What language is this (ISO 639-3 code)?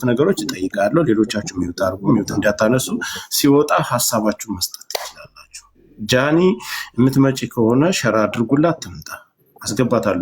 amh